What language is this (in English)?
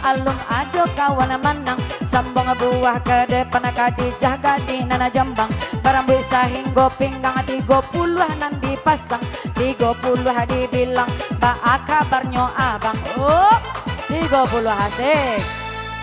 Minangkabau